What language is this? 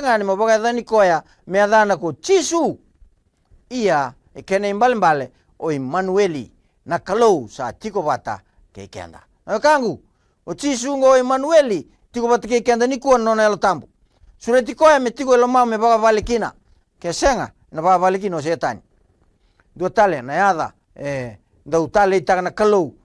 Fijian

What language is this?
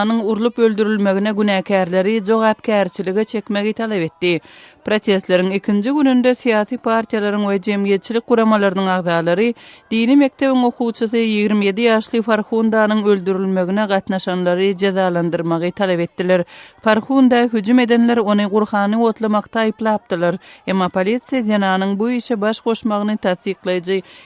Turkmen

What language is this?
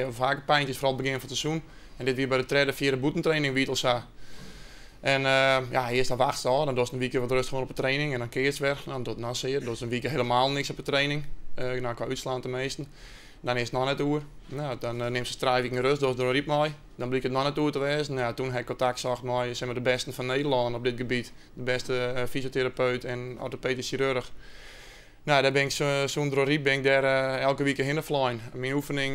Western Frisian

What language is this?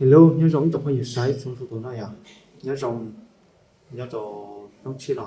Hmong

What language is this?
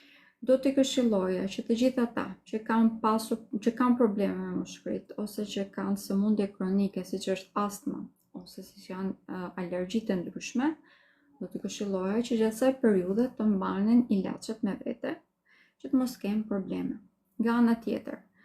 Albanian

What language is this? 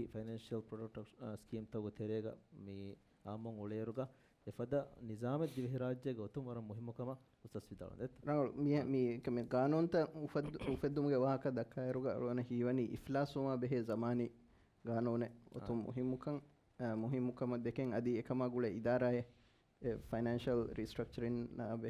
Divehi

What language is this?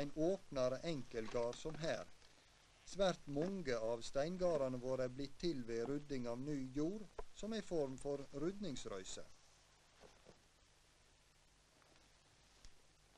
Norwegian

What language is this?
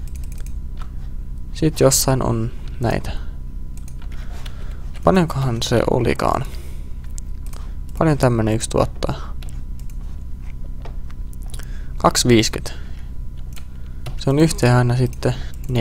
Finnish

